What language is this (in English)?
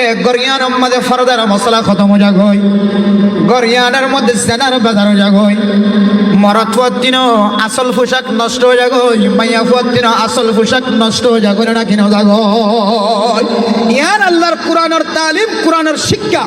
Rohingya